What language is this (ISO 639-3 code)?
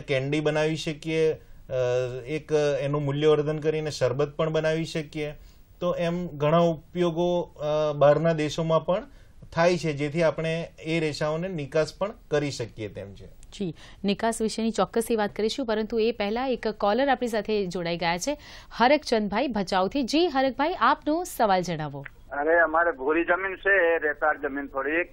guj